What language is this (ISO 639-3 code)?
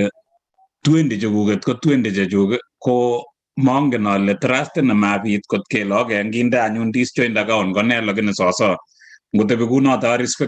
kln